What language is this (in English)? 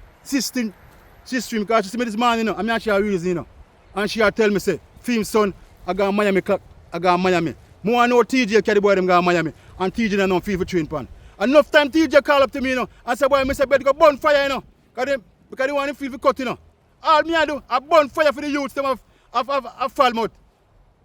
Jamaican Creole English